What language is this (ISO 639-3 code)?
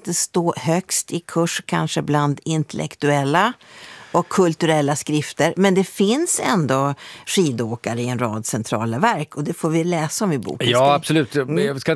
swe